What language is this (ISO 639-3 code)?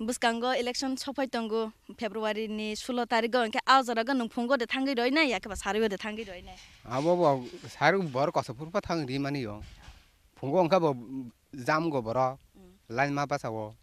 trp